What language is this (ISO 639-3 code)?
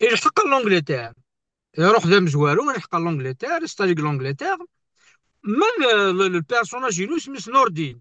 kab